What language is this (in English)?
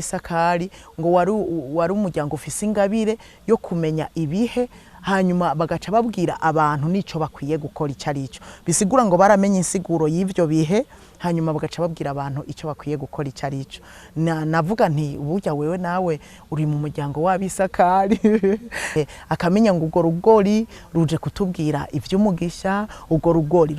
Rundi